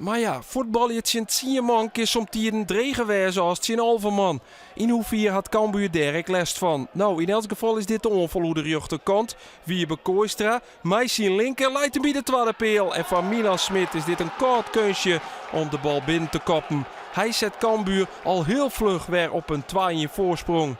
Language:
Western Frisian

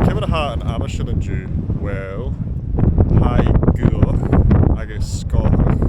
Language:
Scottish Gaelic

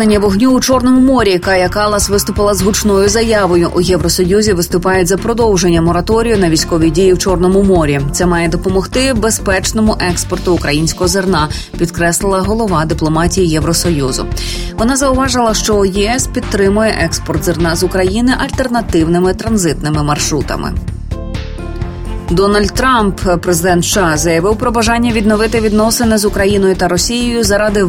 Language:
Ukrainian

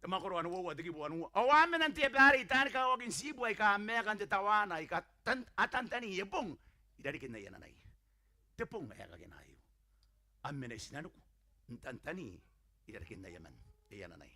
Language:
Gilbertese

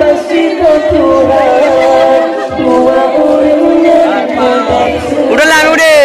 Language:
Achinese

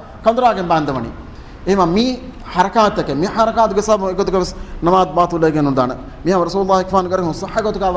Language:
Divehi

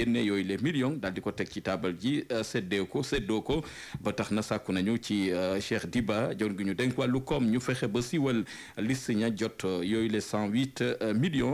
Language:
Wolof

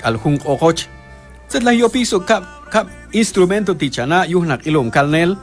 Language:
Q'anjob'al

